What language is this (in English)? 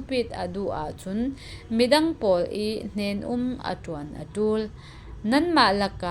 Falam Chin